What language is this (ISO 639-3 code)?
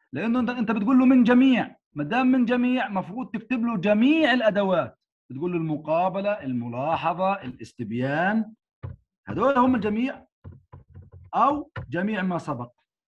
ara